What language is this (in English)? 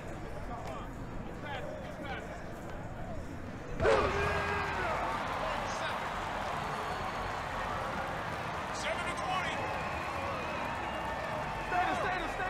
English